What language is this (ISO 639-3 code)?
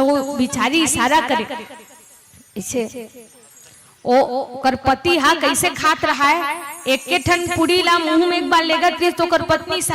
hne